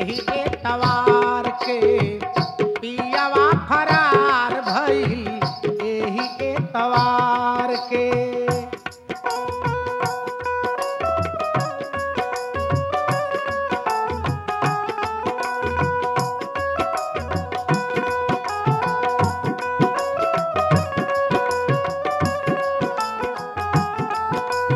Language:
Bhojpuri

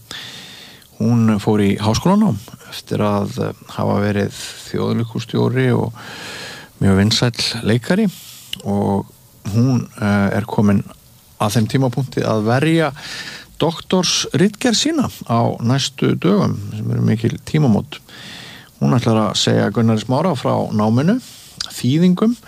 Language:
Icelandic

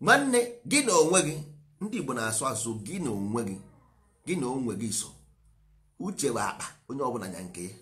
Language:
Igbo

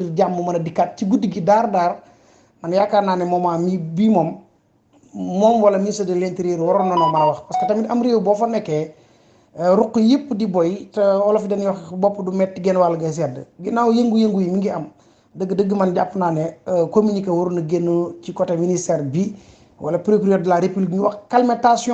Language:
Wolof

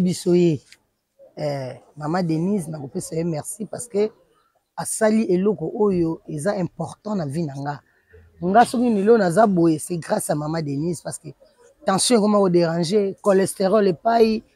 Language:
Lingala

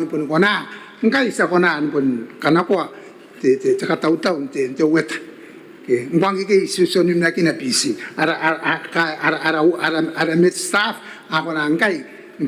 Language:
Gilbertese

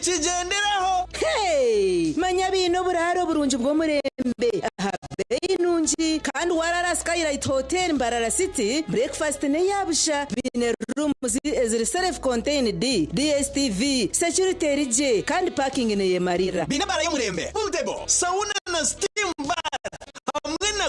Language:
Nyankole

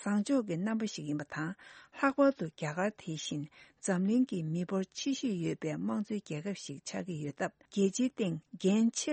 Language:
Tibetan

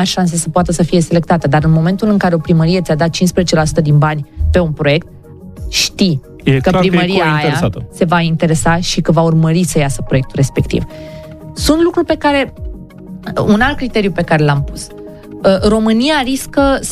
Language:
Romanian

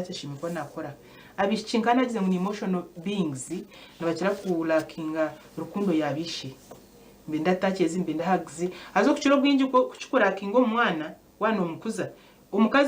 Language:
Nyankole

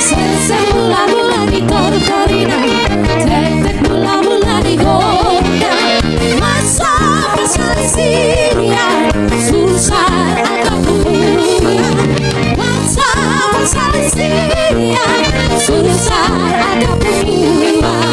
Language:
Batak Toba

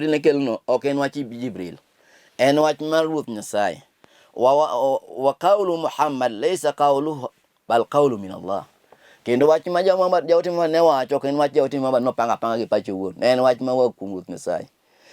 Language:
Luo (Kenya and Tanzania)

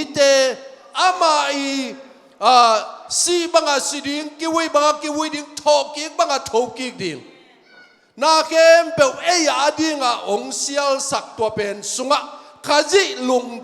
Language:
Tedim Chin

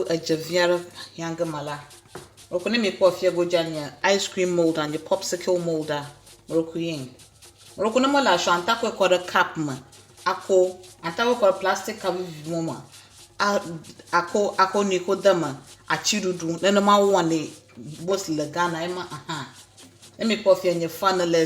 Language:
Ewe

